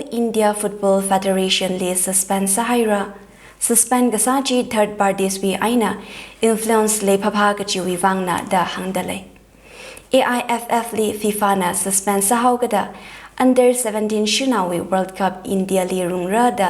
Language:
Tangkhul Naga (India)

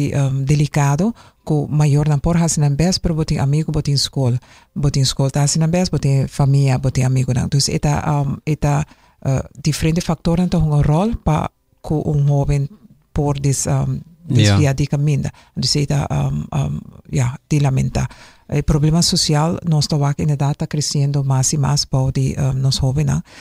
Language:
Papiamento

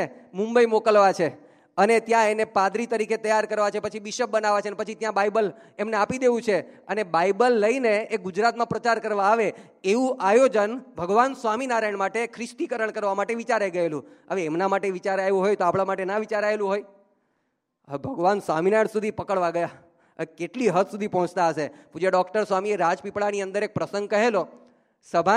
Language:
Gujarati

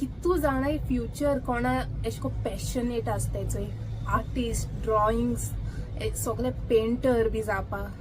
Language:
Konkani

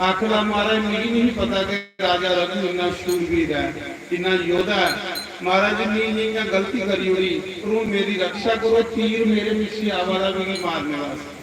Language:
Dogri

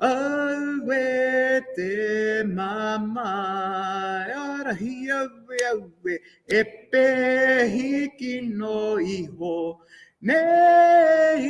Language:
Māori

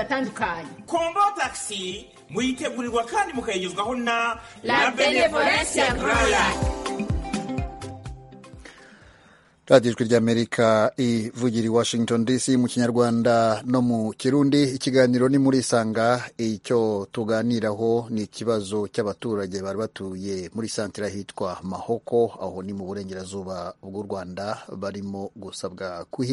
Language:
Kinyarwanda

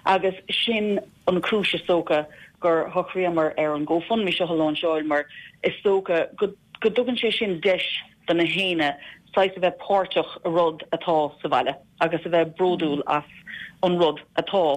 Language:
Irish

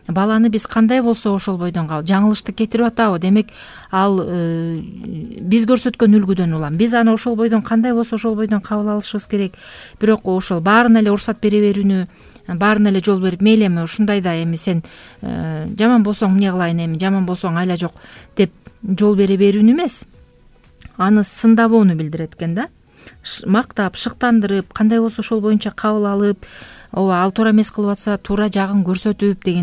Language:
Kyrgyz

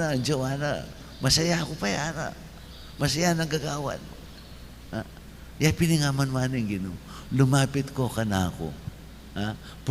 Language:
Pampanga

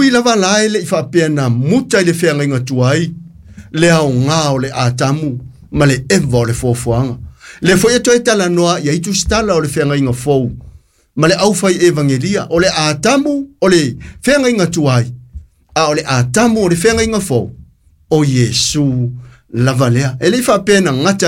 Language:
Samoan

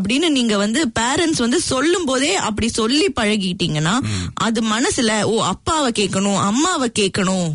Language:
Tamil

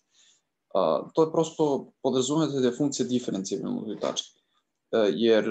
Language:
Serbian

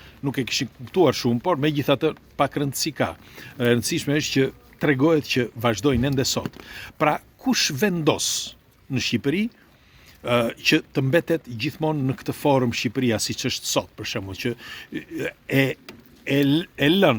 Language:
Albanian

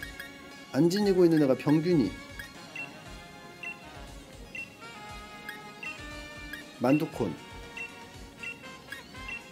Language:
Korean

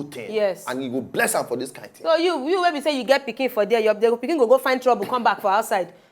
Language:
Nigerian Pidgin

